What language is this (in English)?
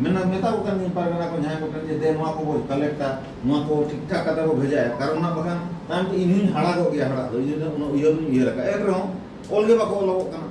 Santali